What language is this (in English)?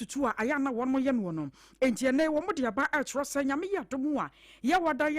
Akan